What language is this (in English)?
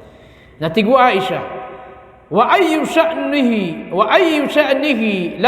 Maranao